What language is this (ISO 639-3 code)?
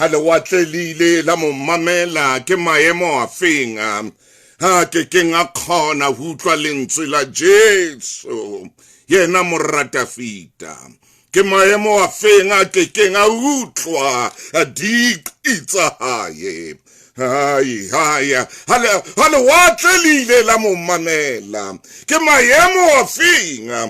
sot